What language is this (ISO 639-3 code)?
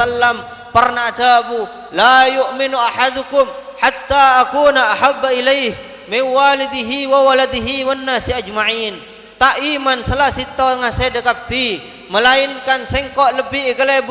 mad